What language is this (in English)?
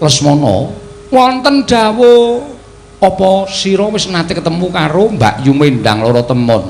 Javanese